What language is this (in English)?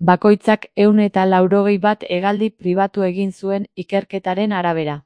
Basque